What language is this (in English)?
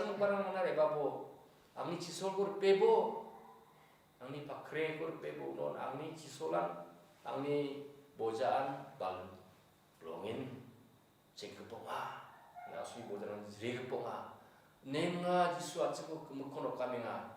Garo